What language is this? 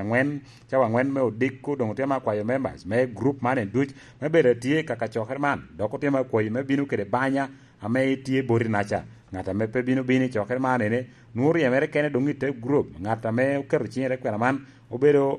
Lango (Uganda)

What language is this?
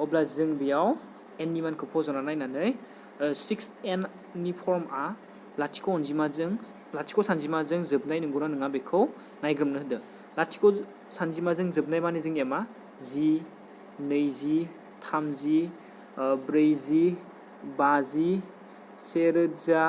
Bodo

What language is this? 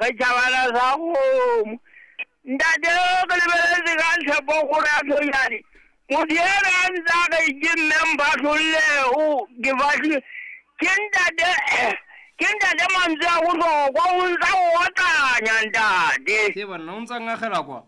Southern Sotho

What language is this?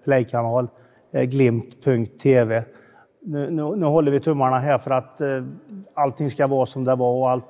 Swedish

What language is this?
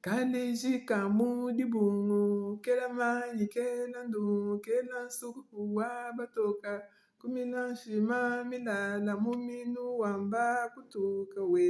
Luba-Lulua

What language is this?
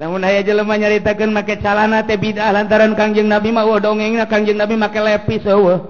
Sundanese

